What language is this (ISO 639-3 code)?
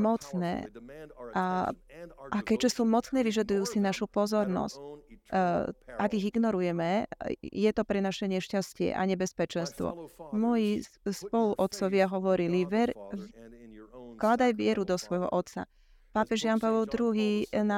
slk